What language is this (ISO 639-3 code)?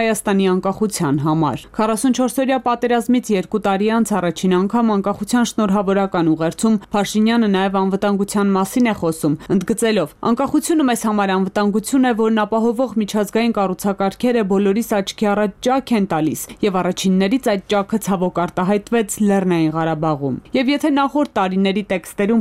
hye